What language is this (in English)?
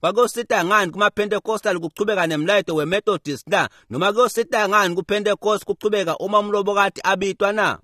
Swati